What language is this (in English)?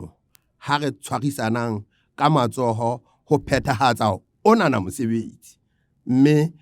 Southern Sotho